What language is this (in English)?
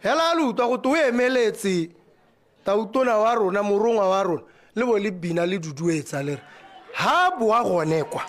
Tswana